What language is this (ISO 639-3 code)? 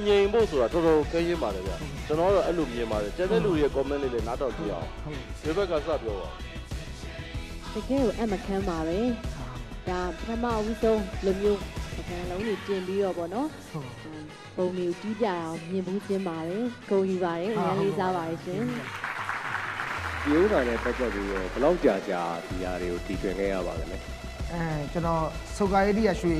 mya